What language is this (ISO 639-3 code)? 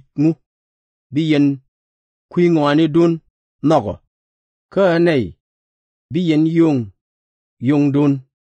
nus